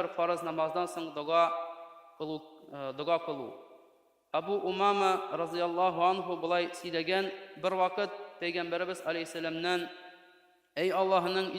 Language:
Tatar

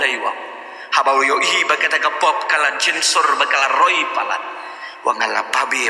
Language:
Khasi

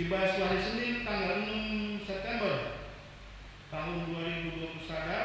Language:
Batak Karo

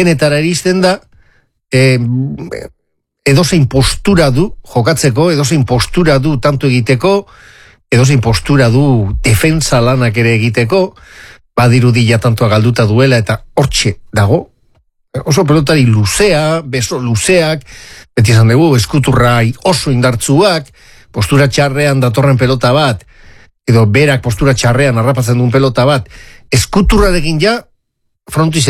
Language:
Basque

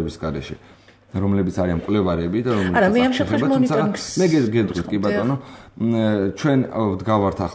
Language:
Georgian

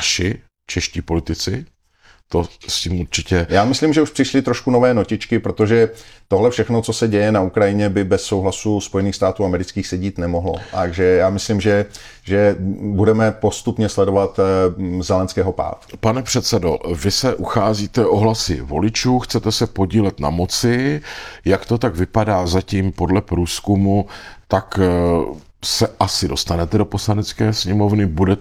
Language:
Czech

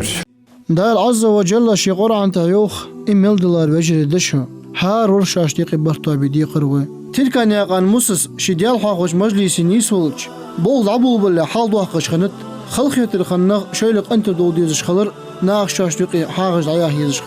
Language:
Ingush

